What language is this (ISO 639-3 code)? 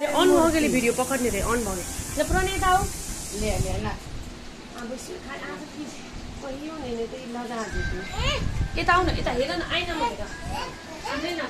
mai